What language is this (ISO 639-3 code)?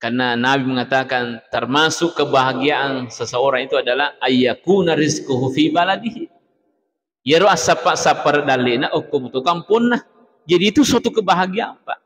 bug